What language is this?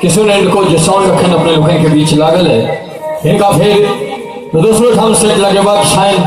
Maithili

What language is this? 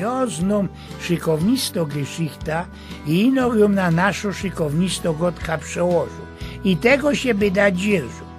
Silesian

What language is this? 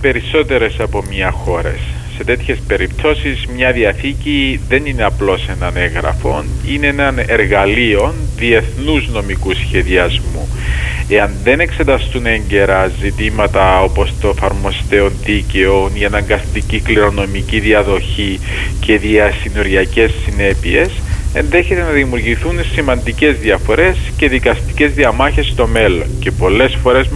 Greek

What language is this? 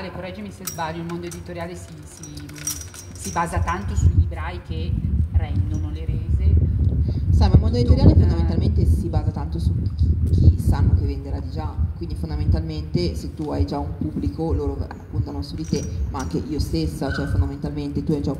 Italian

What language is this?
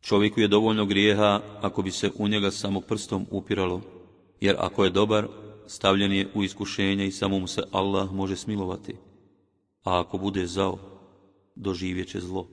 Bosnian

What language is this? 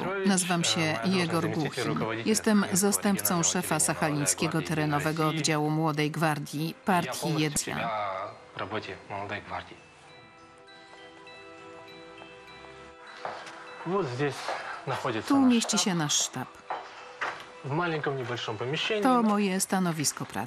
Polish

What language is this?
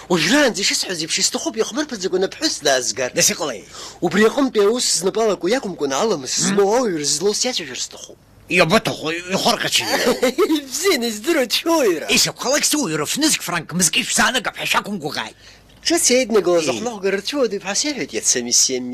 Abkhazian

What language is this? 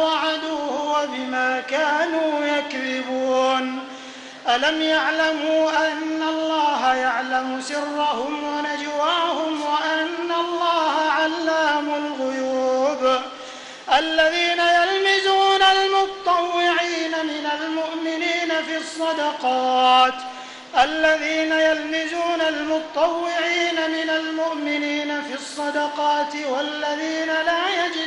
Arabic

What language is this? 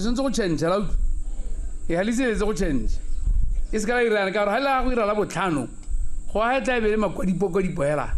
Tswana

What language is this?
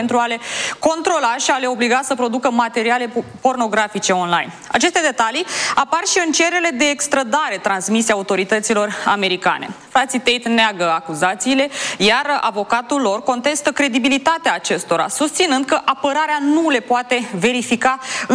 Romanian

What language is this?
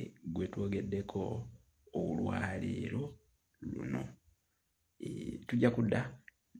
Ganda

